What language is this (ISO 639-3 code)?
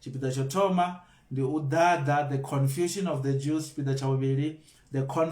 ven